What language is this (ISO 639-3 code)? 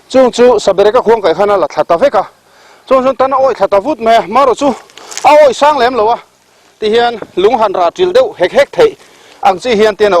lus